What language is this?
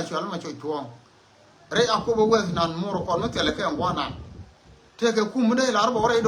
Nuer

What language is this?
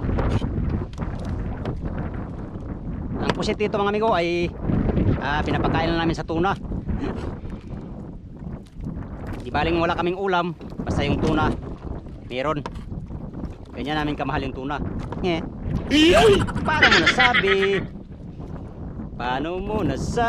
Filipino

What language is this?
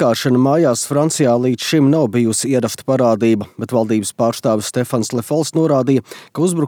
Latvian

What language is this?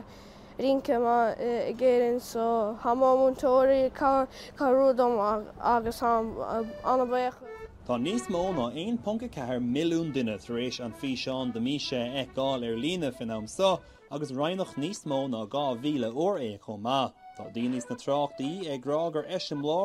Irish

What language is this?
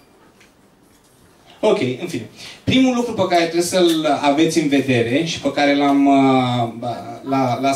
Romanian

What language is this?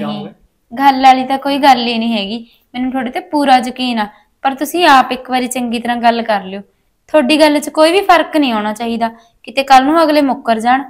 Punjabi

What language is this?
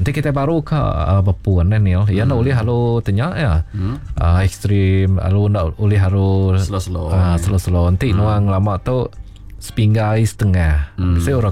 Iban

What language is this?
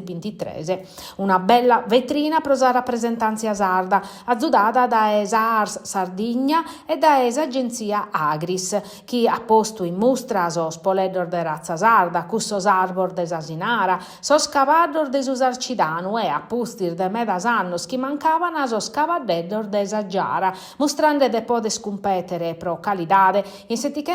Sardinian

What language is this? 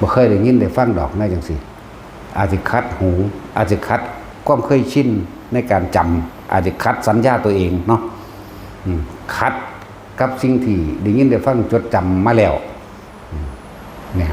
Northeastern Thai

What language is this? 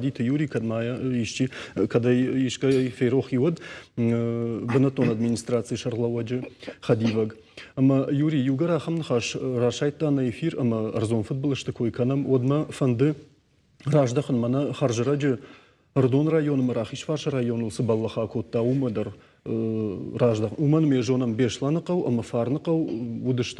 Ossetic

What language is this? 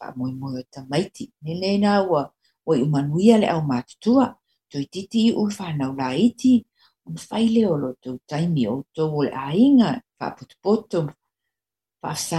Samoan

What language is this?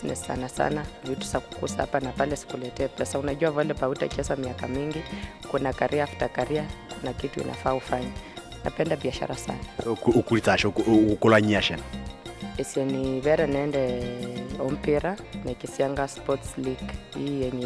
Luyia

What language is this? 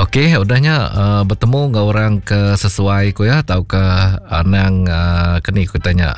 Iban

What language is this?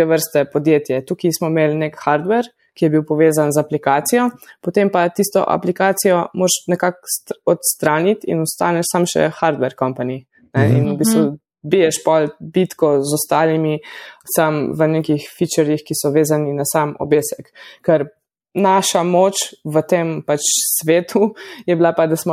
Slovenian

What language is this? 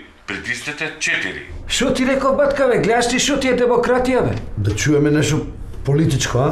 Macedonian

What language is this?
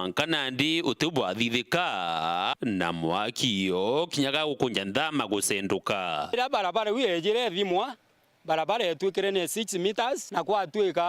Meru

